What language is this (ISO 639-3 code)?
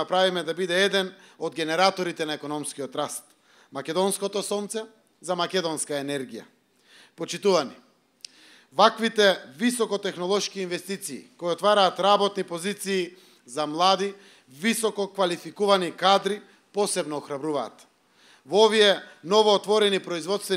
mkd